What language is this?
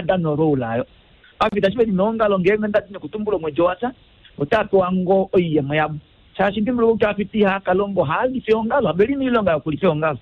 Kuanyama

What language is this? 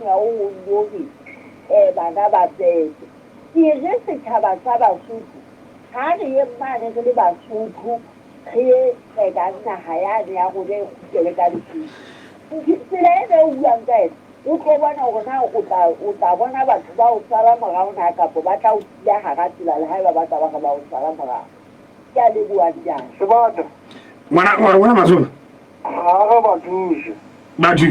Southern Sotho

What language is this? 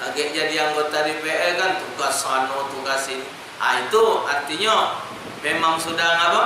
Musi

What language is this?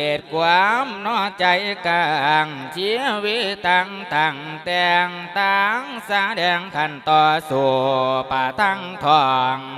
Lao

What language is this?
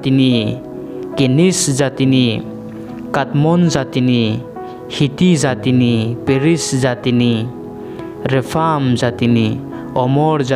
Riang (India)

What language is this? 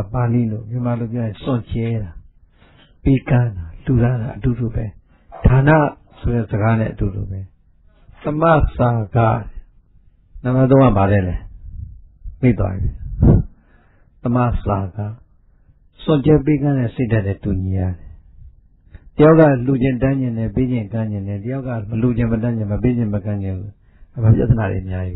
Burmese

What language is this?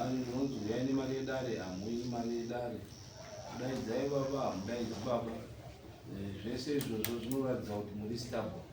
Shona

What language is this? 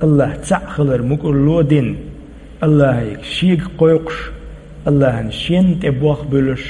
Chechen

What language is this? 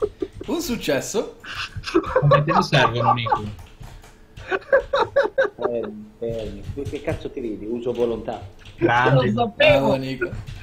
Italian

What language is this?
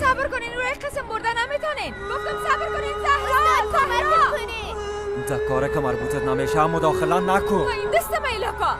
Persian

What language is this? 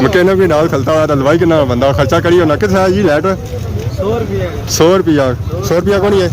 Pahari-Potwari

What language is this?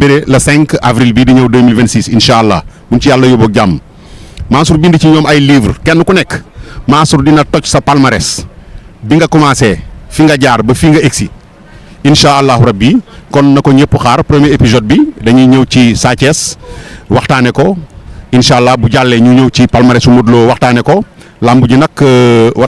Wolof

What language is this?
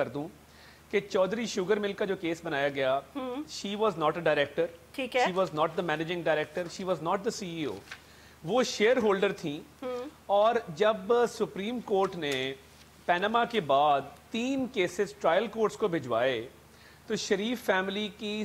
Urdu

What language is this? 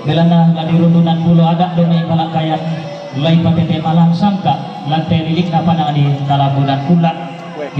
Toraja-Sa'dan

